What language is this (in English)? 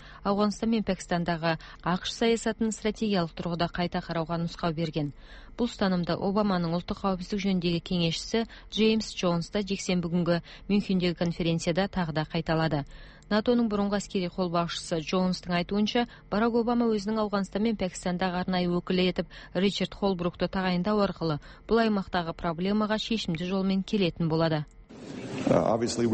Kazakh